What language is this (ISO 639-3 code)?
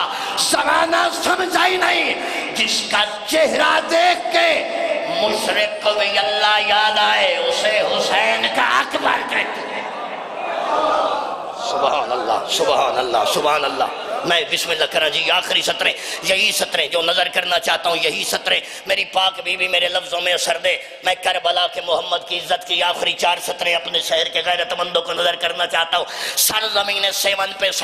urd